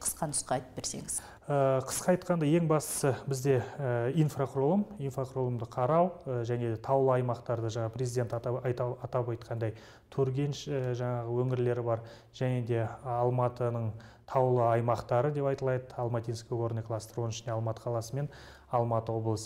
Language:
Kazakh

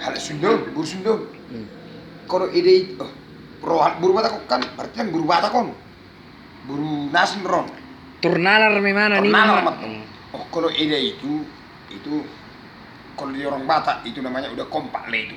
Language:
Batak Toba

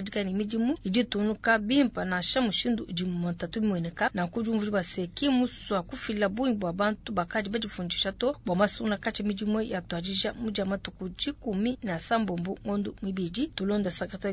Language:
Luba-Lulua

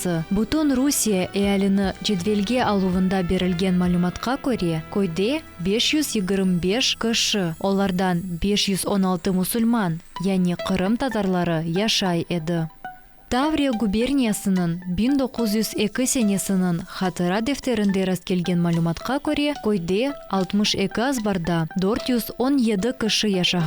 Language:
Crimean Tatar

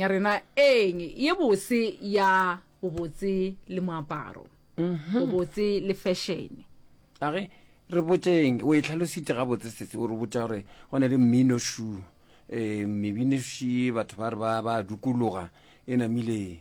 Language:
Northern Sotho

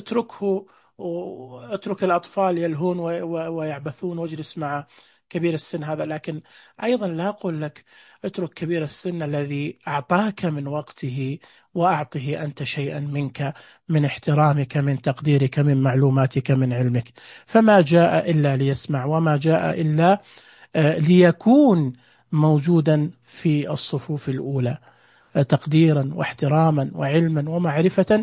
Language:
Najdi Arabic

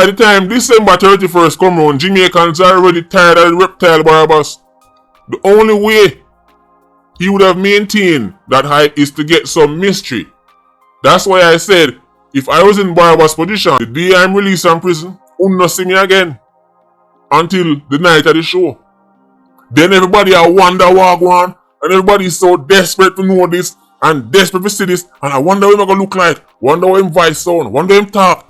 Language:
Jamaican Creole English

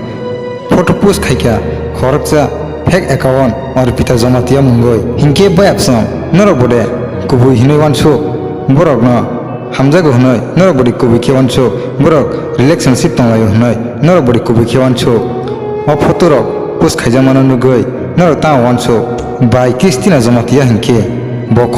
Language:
Kok Borok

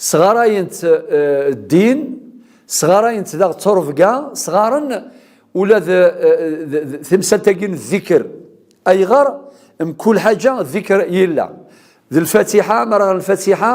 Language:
Kabyle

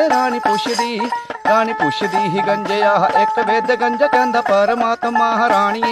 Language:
Dogri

